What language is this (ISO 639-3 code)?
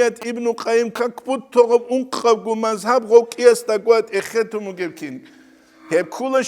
ava